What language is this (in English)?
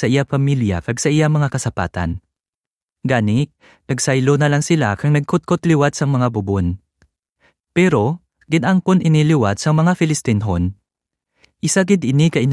Hiligaynon